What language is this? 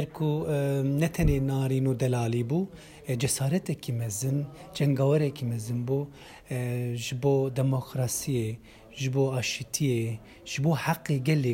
Kurdish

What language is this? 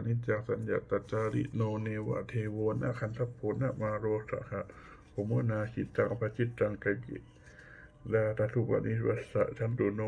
Pali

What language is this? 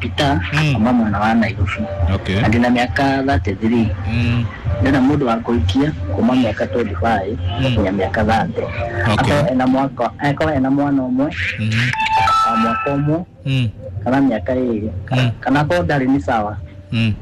Kikuyu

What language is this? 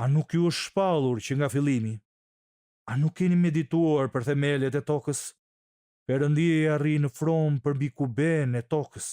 Albanian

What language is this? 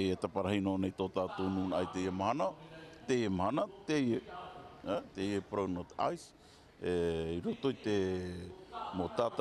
Tahitian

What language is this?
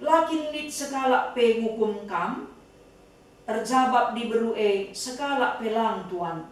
Batak Karo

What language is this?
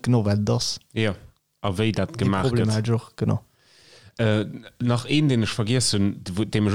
Luxembourgish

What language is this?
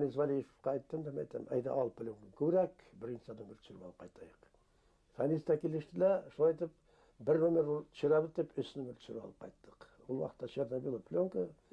Bashkir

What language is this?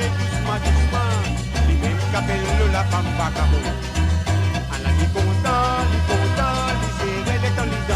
Morisyen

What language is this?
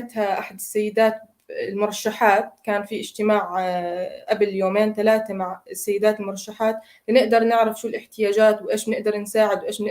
North Levantine Arabic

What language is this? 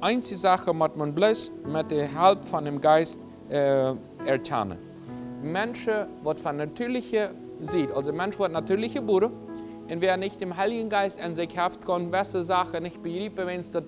Plautdietsch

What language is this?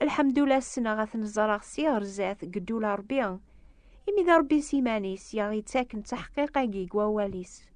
Kabyle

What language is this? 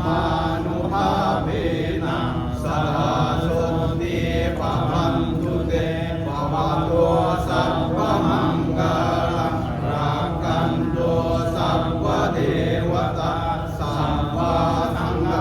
Pali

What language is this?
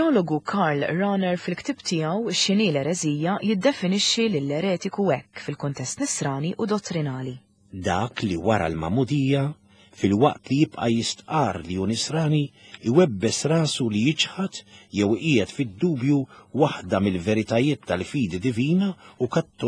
Maltese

